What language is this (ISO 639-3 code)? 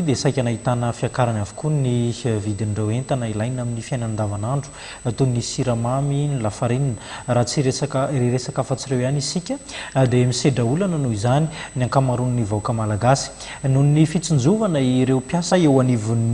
mlg